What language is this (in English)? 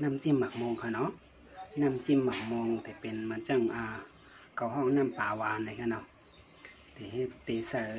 Shan